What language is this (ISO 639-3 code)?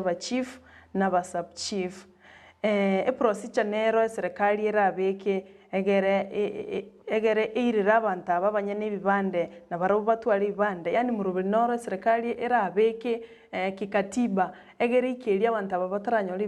guz